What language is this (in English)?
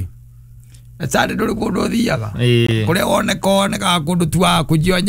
Kikuyu